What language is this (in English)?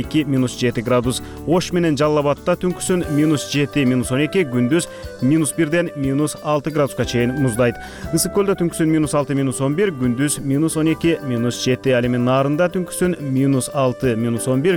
Kyrgyz